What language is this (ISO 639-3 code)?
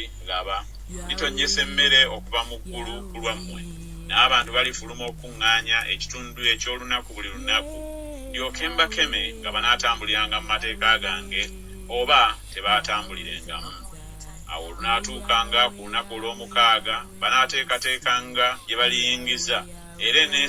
lug